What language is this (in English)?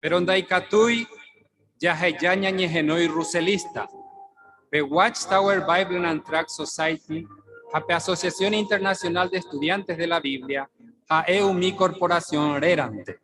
Guarani